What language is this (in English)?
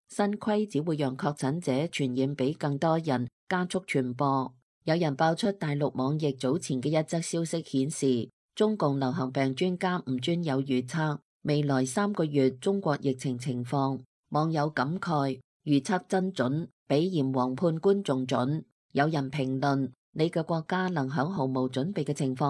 Cantonese